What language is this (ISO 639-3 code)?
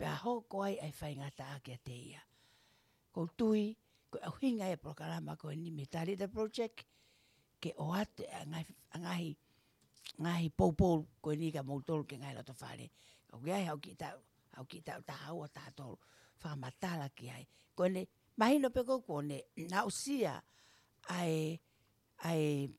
ton